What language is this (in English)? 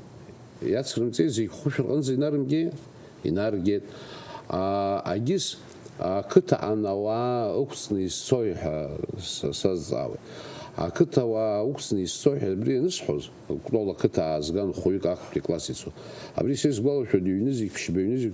Abkhazian